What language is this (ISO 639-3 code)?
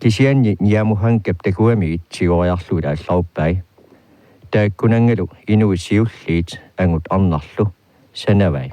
kal